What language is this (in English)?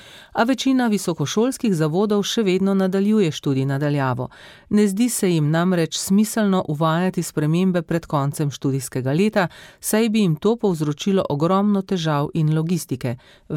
Slovenian